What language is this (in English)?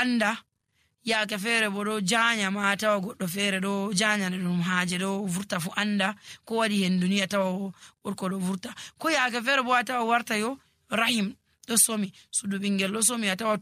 Nigerian Fulfulde